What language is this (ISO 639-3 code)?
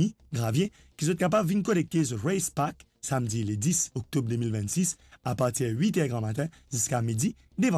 mfe